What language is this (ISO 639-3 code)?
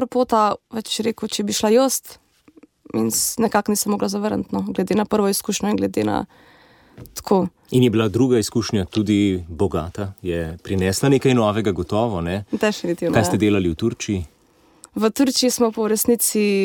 slv